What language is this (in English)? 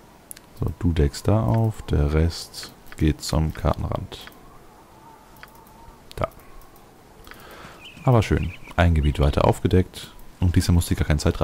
German